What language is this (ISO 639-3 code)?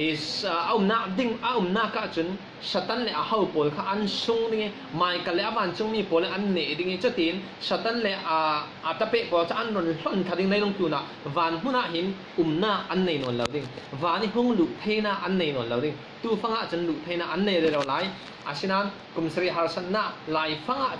cfm